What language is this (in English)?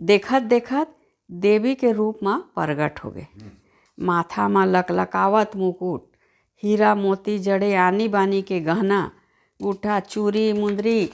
Chhattisgarhi